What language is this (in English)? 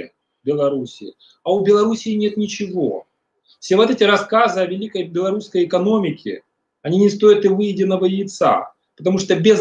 Russian